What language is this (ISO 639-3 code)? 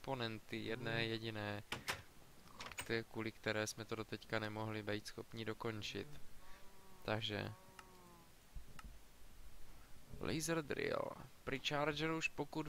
ces